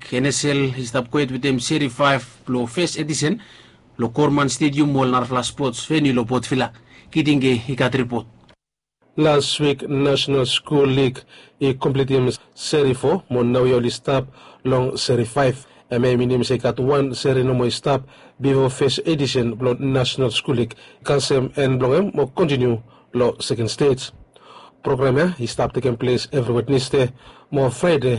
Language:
Bislama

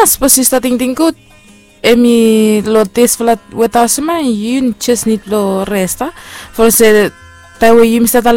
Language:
Bislama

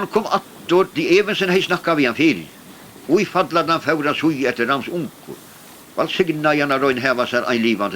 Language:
Faroese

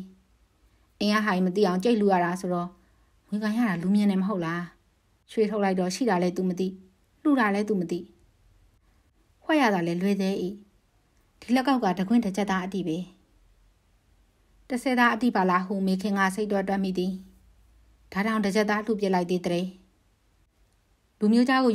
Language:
Burmese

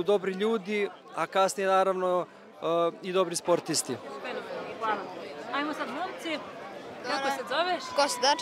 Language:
Serbian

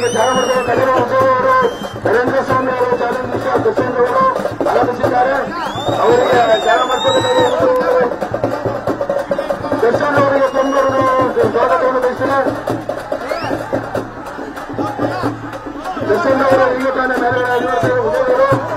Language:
Kannada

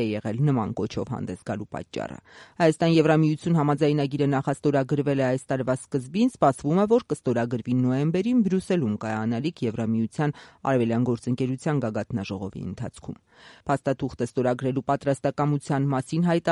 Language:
Armenian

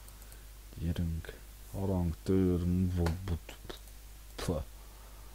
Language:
Hungarian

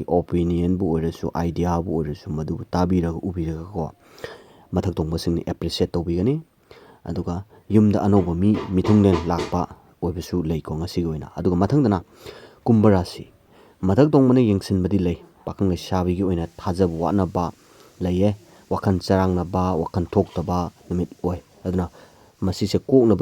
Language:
Manipuri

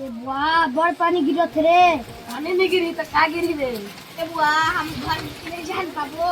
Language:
Chhattisgarhi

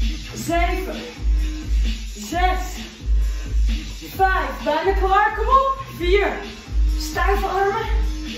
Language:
Dutch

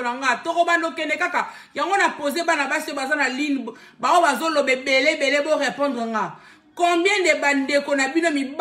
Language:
Lingala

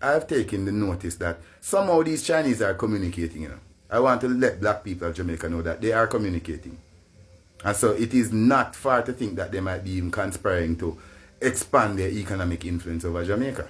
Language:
Jamaican Creole English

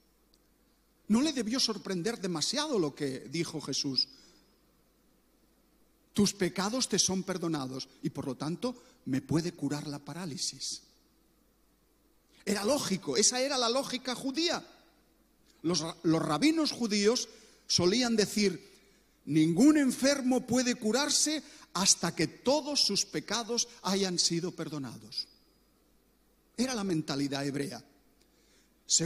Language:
Spanish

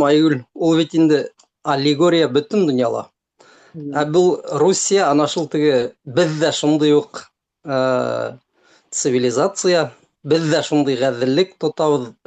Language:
Bashkir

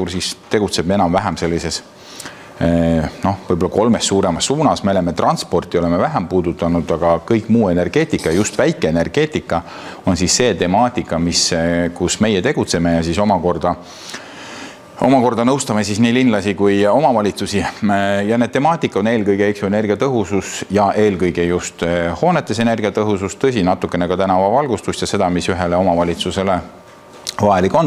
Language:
Estonian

